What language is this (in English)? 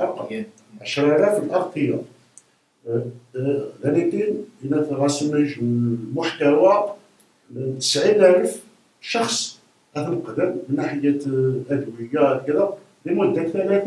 Arabic